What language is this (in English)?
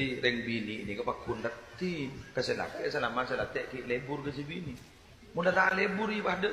Madurese